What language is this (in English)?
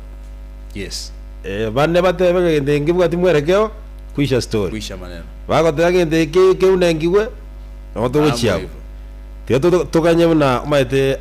Gusii